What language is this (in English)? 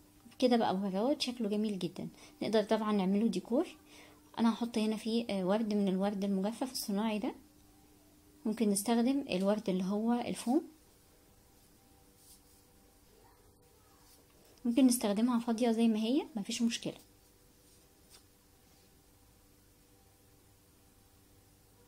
Egyptian Arabic